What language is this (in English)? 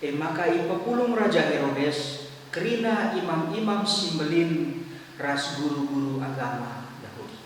Batak Karo